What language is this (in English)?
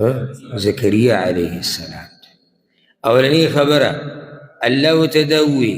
Pashto